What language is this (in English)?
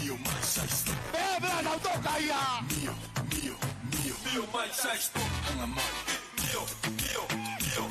Tongan